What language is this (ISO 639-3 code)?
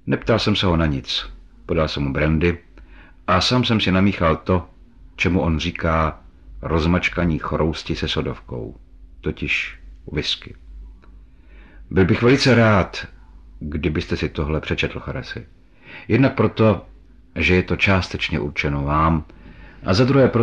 ces